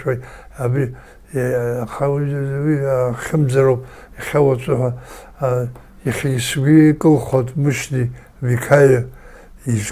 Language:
Abkhazian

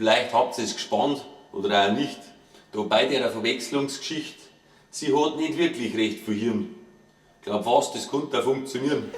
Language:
Bavarian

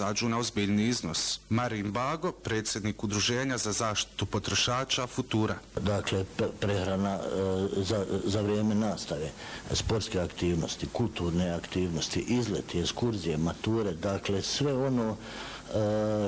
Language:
Bosnian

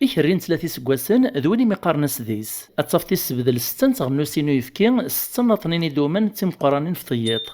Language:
Kabyle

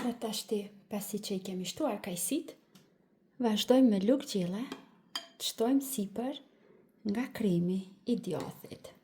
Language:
Albanian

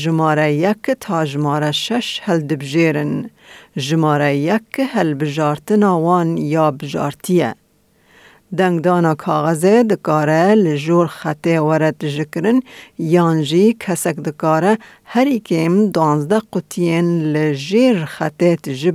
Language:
Kurdish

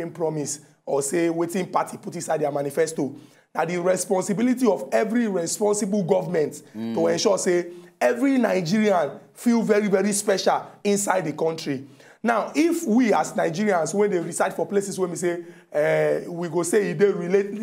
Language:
Nigerian Pidgin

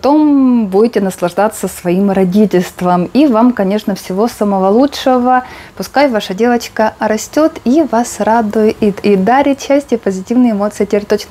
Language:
Russian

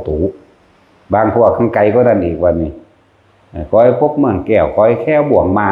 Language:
Northeastern Thai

